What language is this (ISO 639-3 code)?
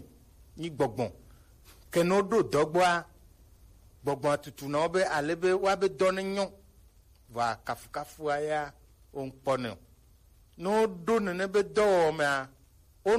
gej